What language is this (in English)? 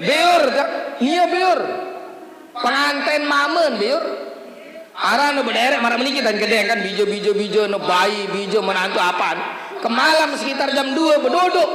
Sasak